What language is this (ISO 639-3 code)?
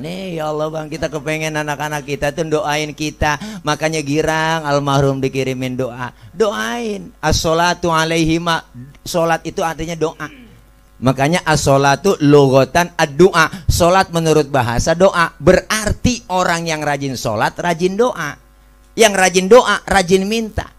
bew